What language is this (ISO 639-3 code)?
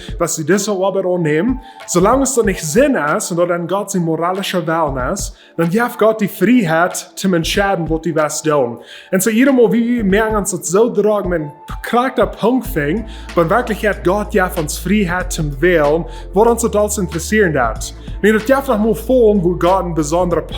pdt